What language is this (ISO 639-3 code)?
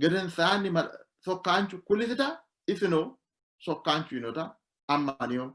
sid